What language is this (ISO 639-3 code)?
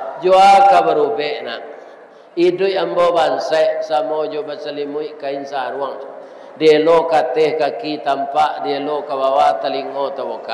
min